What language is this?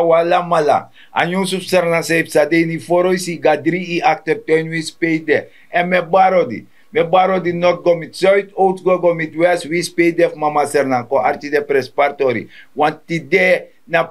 Sranan Tongo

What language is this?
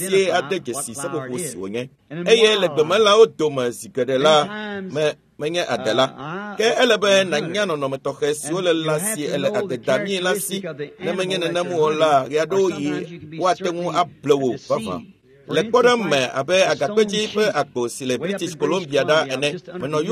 Ewe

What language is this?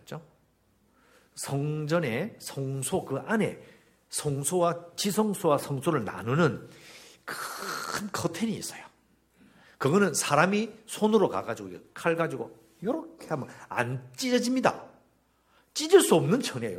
Korean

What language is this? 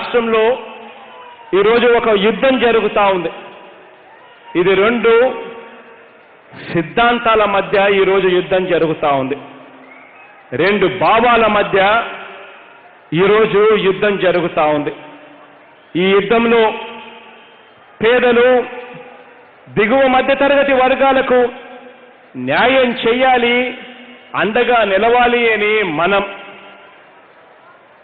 Telugu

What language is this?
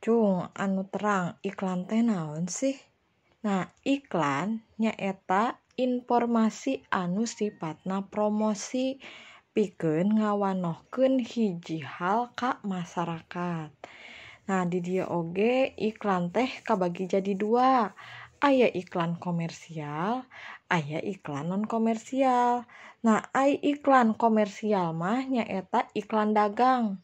Sundanese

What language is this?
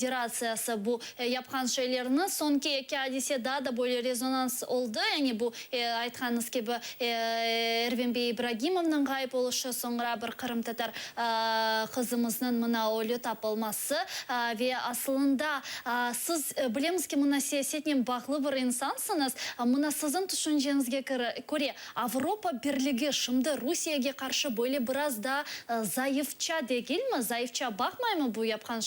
Crimean Tatar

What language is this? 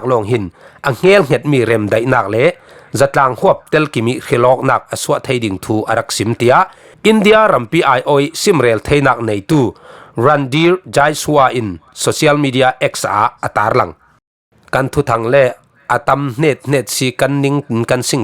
Falam Chin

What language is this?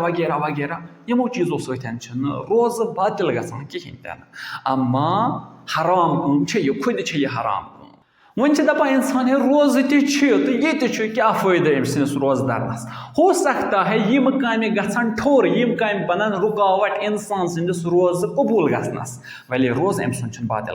Kashmiri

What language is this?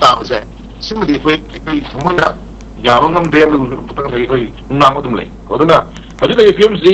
Manipuri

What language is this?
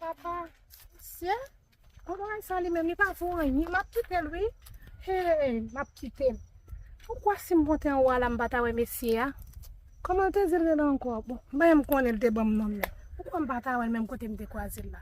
Haitian Creole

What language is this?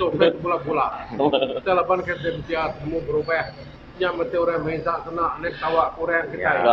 Iban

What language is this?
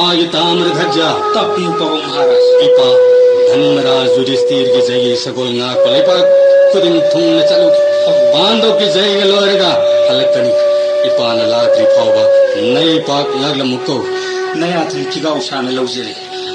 Manipuri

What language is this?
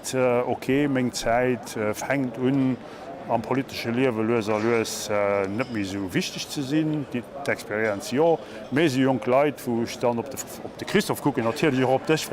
Luxembourgish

